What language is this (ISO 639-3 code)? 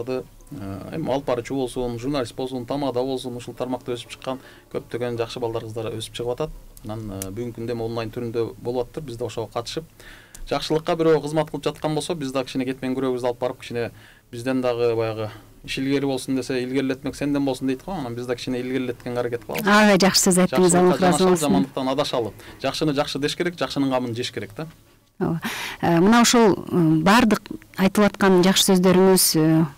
kir